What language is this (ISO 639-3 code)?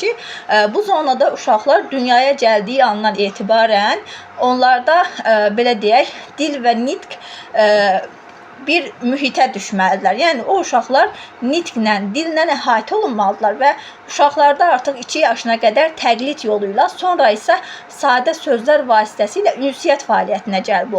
aze